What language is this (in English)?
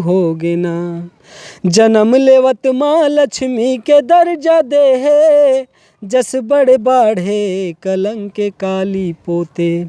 Chhattisgarhi